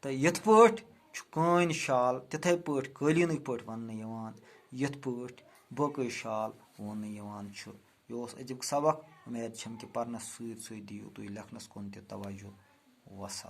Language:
Kashmiri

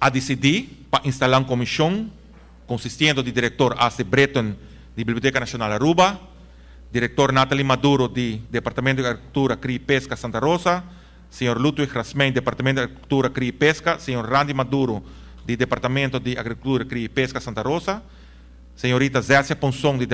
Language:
Papiamento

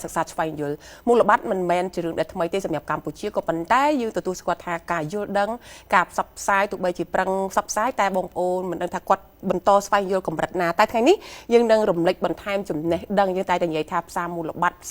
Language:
Khmer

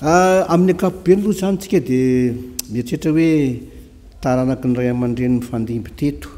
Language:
Malagasy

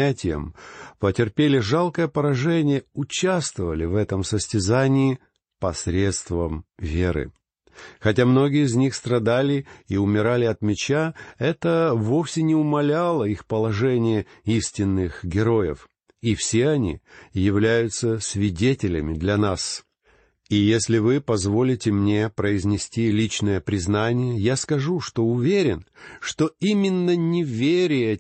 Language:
Russian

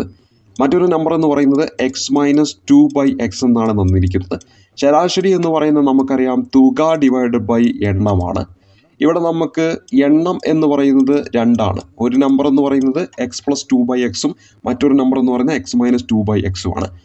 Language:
Malayalam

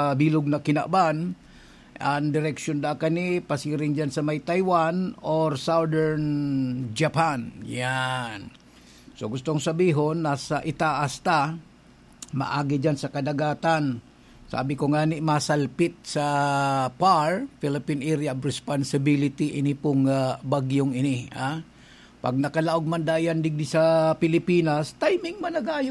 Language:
Bikol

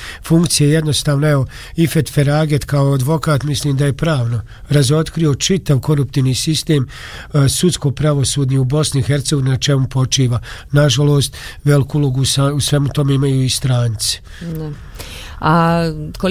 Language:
Bosnian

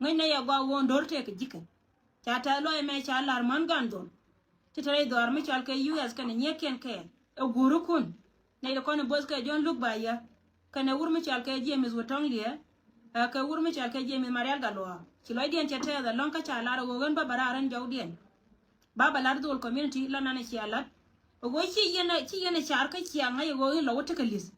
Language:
Nuer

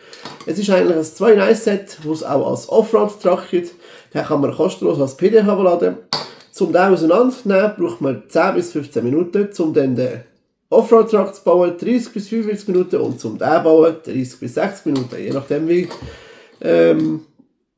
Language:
Swiss German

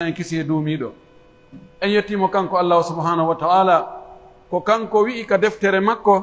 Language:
Pular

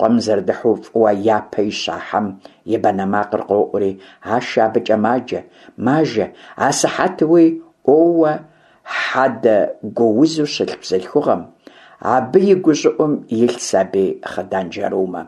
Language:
Kabardian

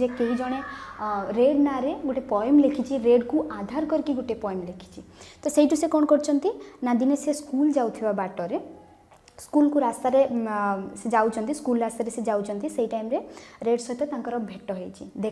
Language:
Odia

